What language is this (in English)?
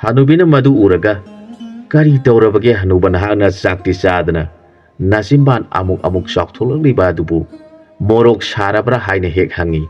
Manipuri